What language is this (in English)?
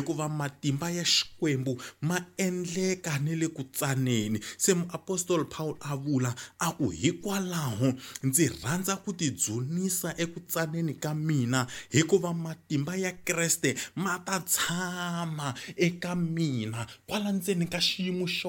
Tsonga